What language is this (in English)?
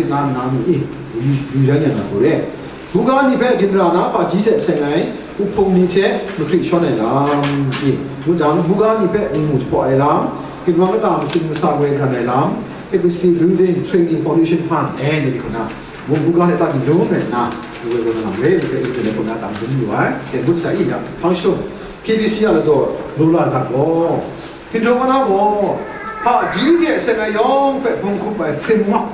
Kachin